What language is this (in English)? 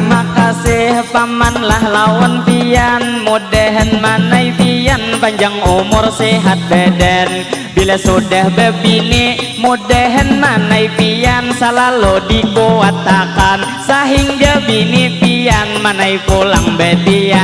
Banjar